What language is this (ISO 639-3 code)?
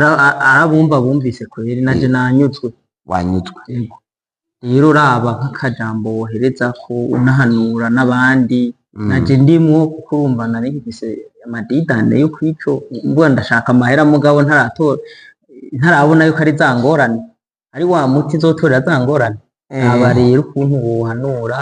run